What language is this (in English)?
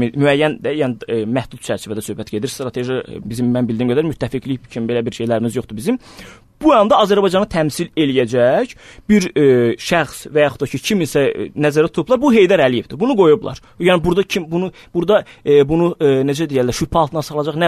Azerbaijani